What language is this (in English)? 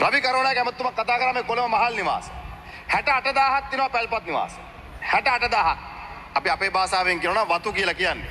Sinhala